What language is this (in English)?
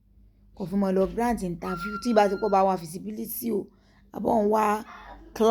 Yoruba